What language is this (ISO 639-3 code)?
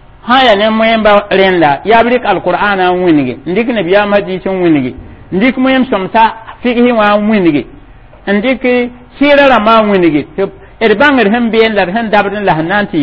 mos